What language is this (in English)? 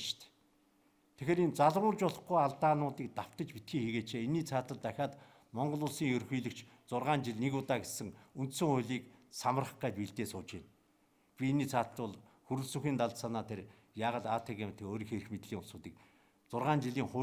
Mongolian